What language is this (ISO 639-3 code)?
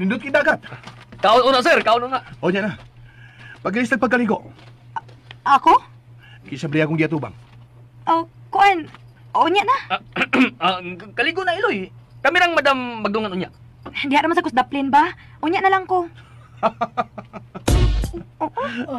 ceb